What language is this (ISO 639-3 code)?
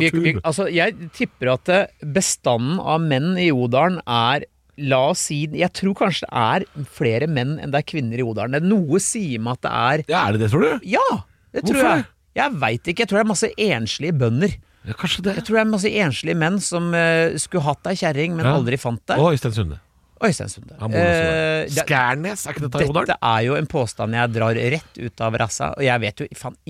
nor